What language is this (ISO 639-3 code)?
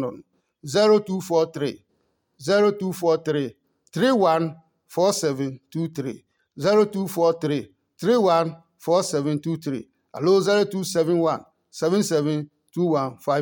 ada